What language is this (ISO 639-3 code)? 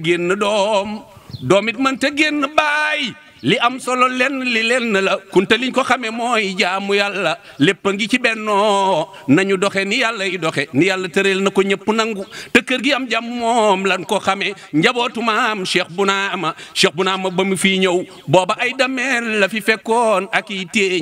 wol